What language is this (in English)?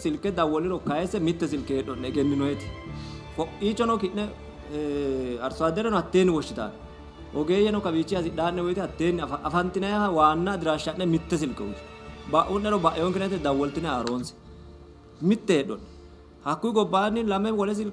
Sidamo